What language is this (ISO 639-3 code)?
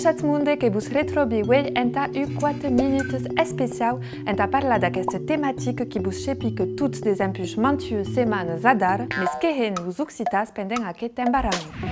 oci